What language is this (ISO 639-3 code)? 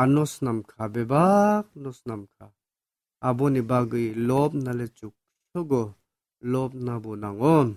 trp